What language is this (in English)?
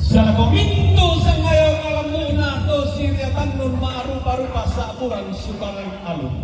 Toraja-Sa'dan